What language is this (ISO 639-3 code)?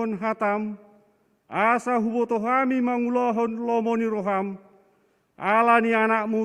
bbc